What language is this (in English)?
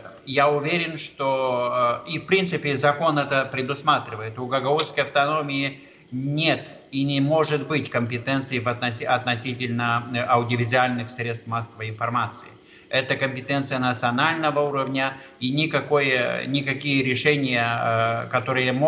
Russian